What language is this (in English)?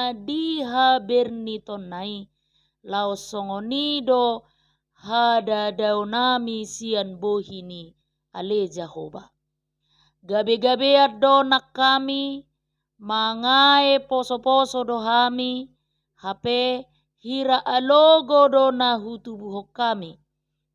Batak Toba